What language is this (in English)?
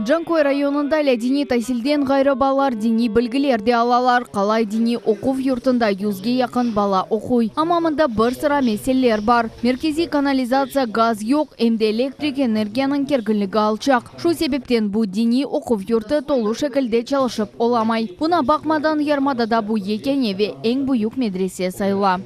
Crimean Tatar